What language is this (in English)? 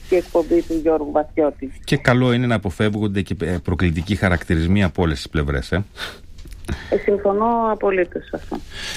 Greek